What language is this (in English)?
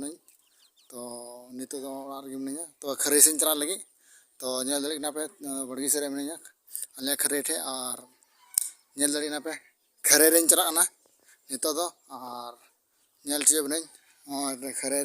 Santali